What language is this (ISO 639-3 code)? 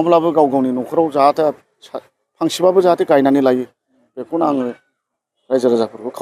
brx